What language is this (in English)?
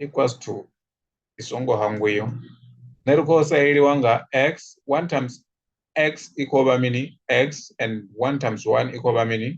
Venda